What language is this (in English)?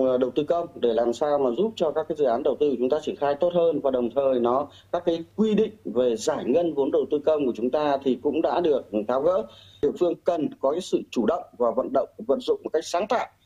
Vietnamese